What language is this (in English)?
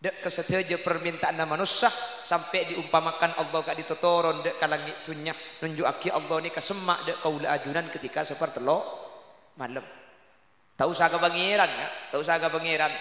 Madurese